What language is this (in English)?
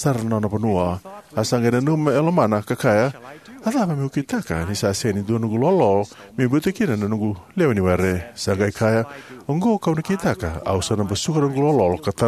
Fijian